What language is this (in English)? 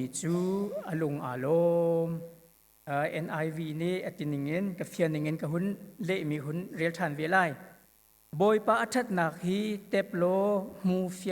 Hakha Chin